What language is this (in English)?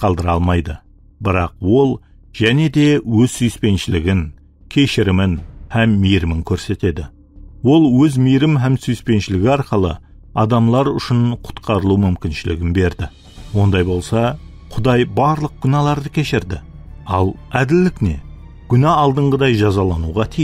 Kara-Kalpak